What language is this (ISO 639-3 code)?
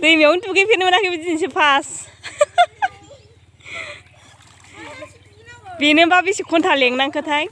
brx